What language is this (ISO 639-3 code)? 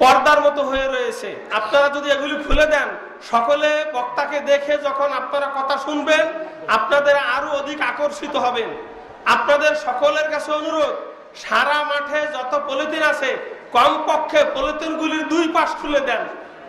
ben